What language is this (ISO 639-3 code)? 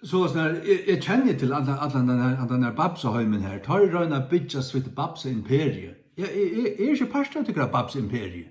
fao